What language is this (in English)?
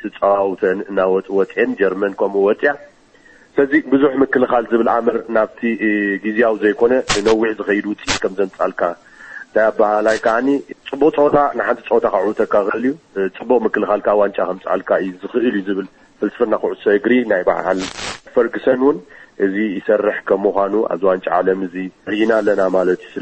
Tigrinya